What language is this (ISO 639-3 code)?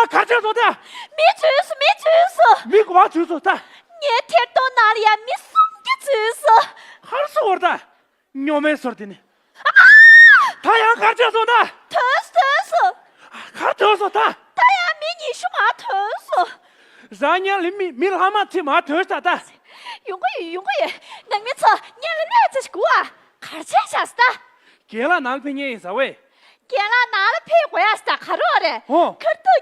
bod